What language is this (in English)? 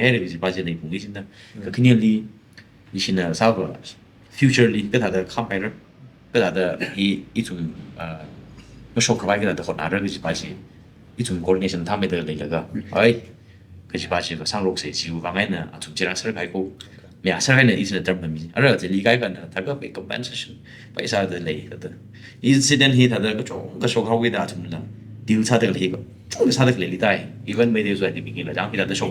Tangkhul Naga (India)